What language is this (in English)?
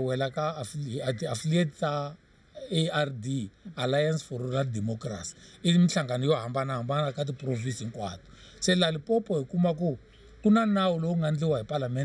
Tsonga